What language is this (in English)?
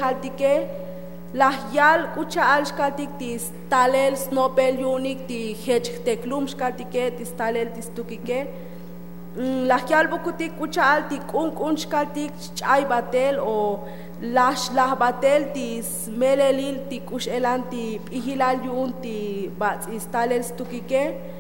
Tzotzil